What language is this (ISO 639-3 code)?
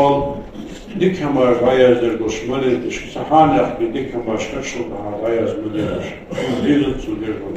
inh